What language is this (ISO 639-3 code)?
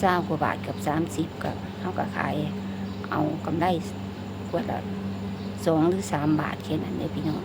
lao